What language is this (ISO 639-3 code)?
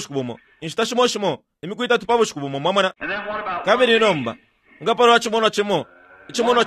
bem